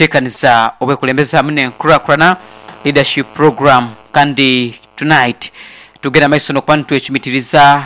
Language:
Nyoro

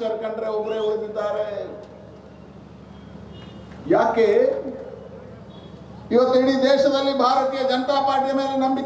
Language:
Kannada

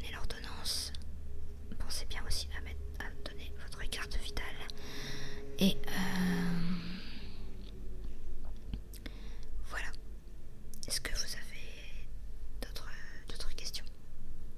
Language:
French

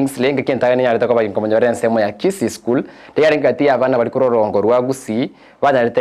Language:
Gusii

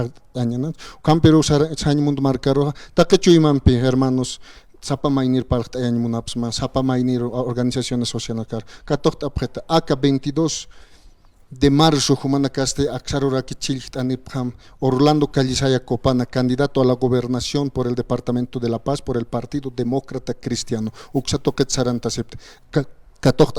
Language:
Aymara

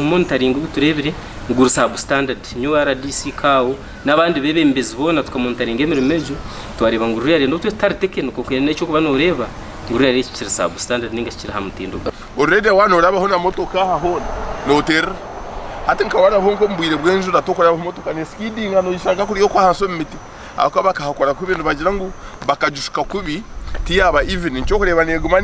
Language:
Nyankole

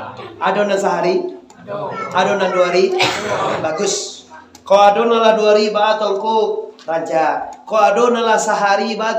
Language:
Minangkabau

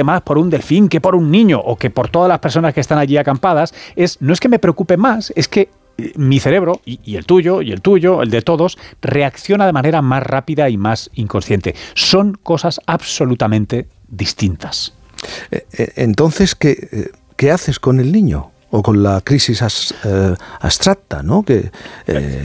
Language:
Spanish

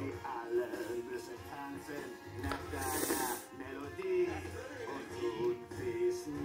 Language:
German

